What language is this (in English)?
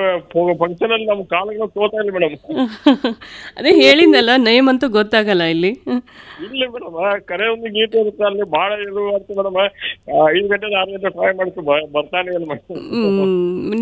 Kannada